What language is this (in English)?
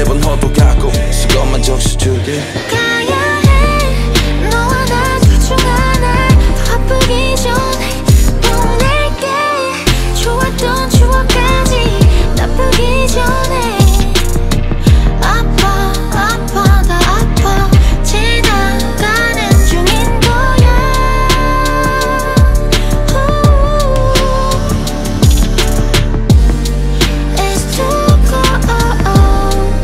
Korean